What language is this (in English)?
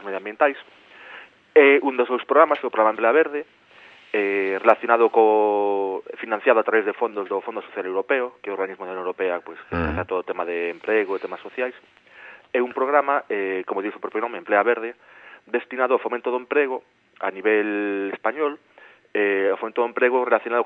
Galician